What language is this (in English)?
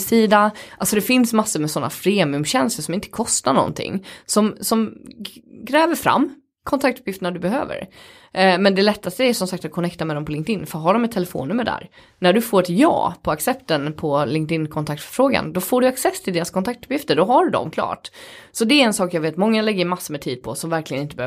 Swedish